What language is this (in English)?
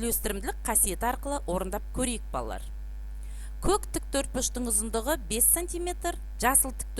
Kazakh